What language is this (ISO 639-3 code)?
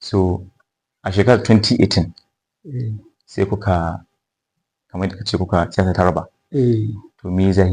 hau